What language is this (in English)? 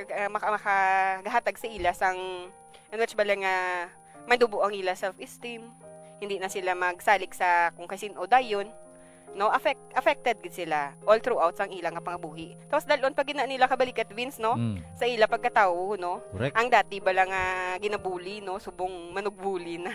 Hiligaynon